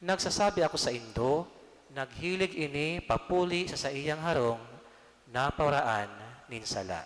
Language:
Bikol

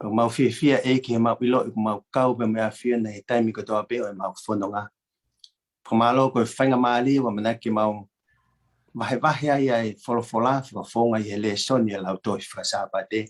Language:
Tongan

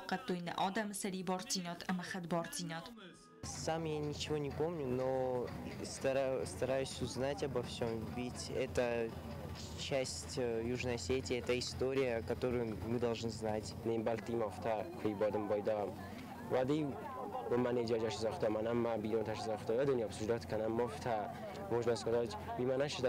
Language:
Ossetic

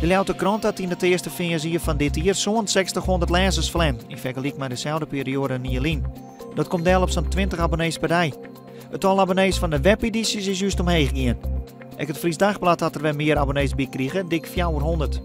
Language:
Western Frisian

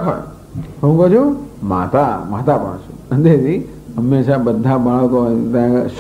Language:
Gujarati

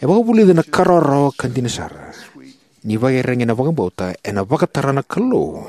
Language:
Fijian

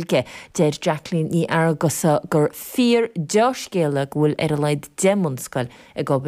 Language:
Irish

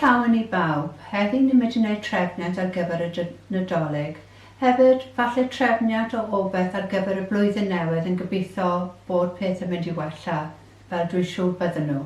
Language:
Welsh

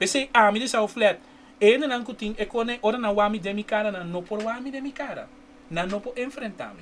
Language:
Papiamento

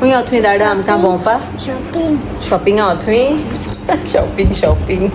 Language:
Konkani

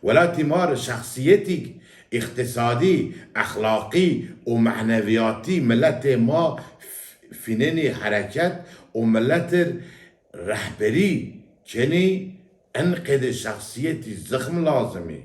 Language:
Zaza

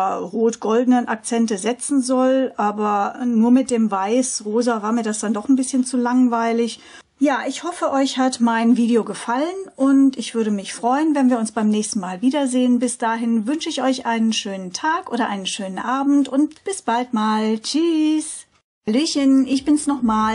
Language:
German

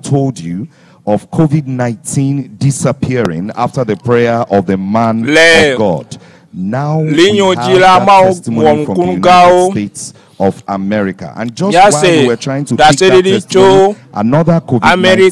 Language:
Ewe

